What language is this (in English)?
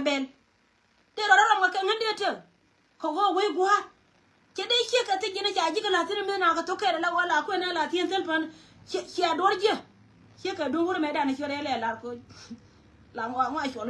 Nuer